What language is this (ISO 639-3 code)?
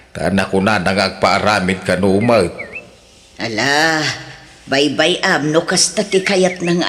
ilo